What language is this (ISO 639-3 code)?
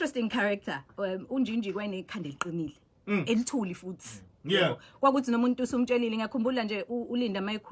zul